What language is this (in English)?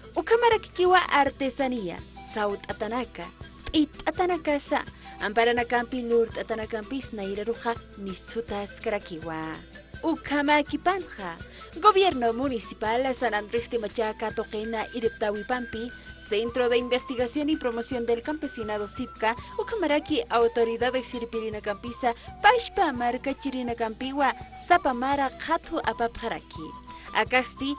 Aymara